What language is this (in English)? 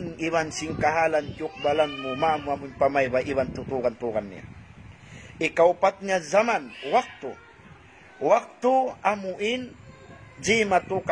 Tausug